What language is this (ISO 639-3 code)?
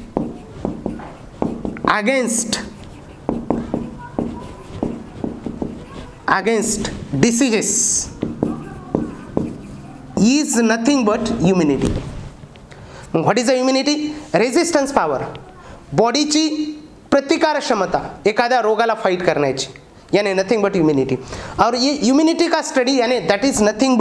mar